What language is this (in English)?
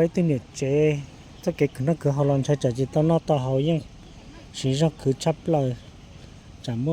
Hmong